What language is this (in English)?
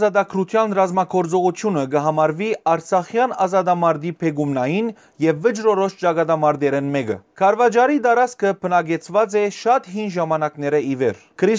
Western Armenian